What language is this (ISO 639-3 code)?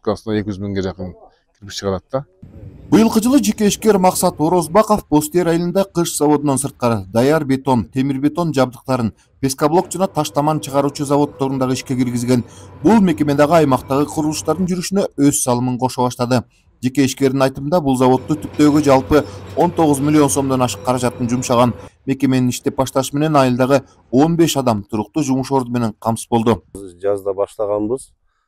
kir